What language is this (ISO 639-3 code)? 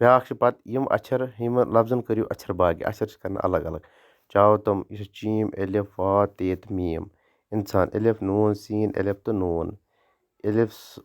kas